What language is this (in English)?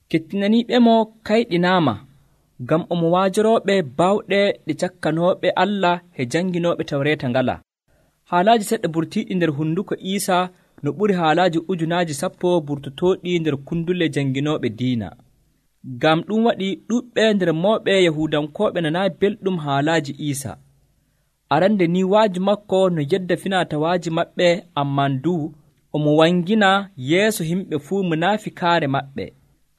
Nigerian Fulfulde